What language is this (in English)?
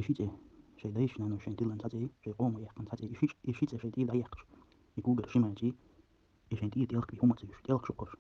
Chechen